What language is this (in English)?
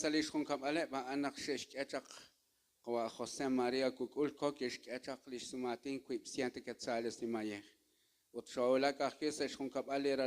Kekchí